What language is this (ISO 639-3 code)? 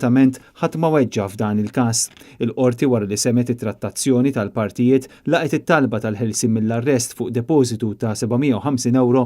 mlt